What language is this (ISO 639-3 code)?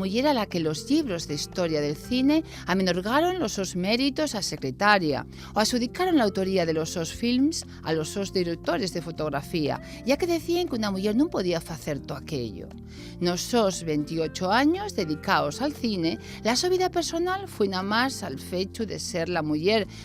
ast